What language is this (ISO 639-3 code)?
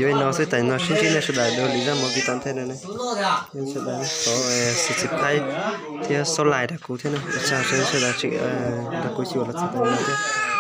hmn